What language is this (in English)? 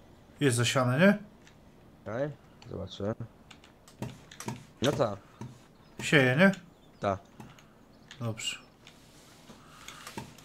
Polish